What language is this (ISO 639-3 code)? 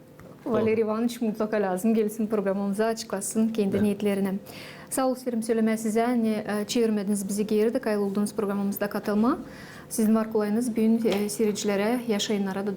gag